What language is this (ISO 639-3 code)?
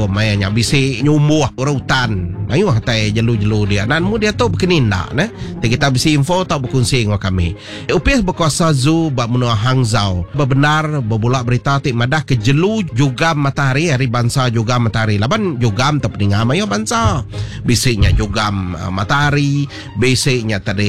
iba